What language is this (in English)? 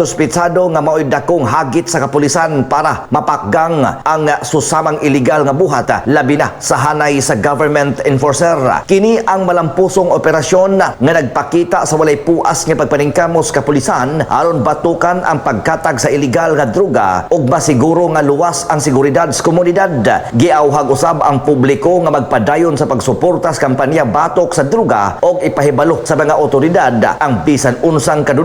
Cebuano